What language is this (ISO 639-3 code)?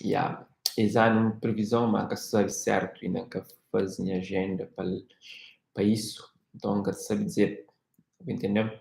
kea